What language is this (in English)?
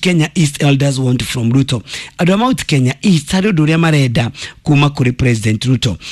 Kikuyu